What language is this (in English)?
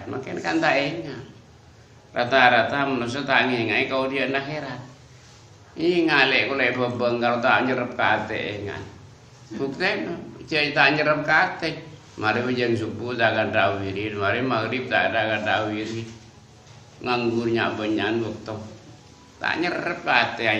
Madurese